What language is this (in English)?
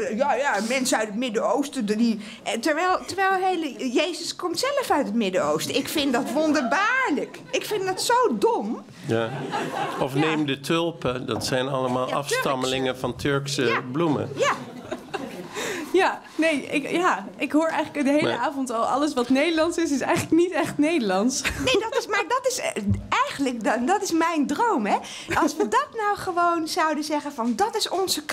Dutch